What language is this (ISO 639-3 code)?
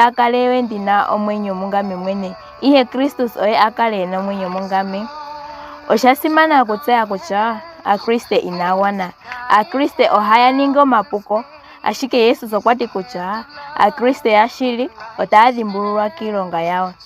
ndo